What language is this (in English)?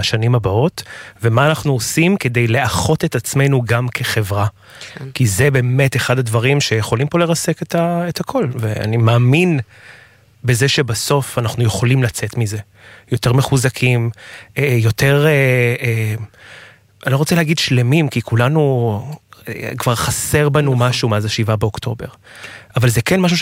Hebrew